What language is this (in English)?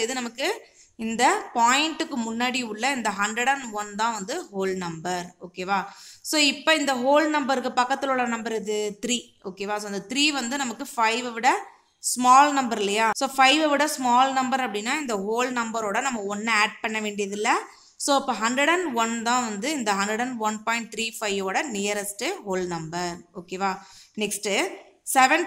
Tamil